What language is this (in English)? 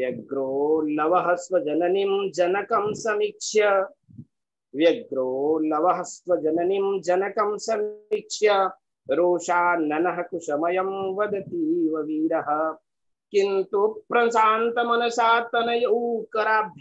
Sanskrit